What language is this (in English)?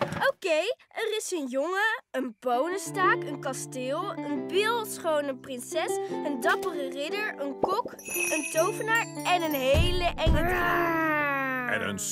Dutch